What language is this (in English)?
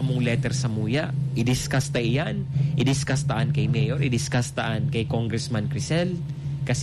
Bikol